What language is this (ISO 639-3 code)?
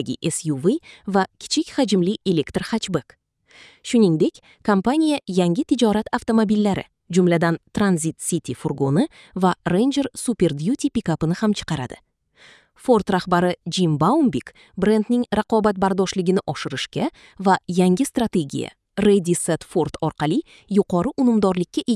uzb